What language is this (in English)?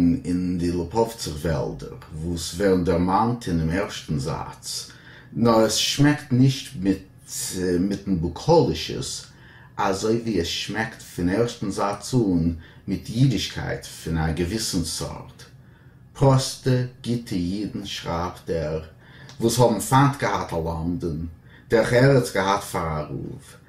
Yiddish